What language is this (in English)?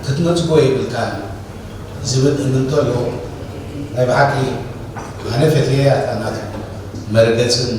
Tigrinya